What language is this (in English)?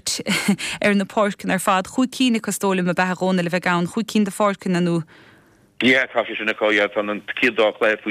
Irish